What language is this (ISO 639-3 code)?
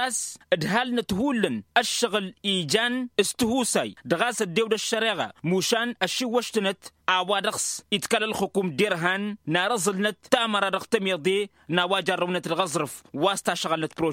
taq